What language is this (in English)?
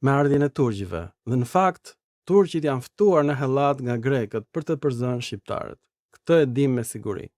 Albanian